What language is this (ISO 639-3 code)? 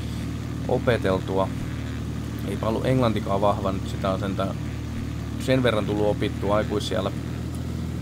fin